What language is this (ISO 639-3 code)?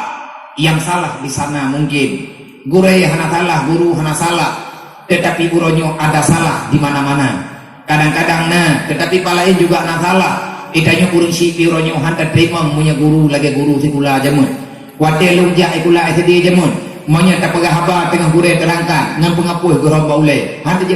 ace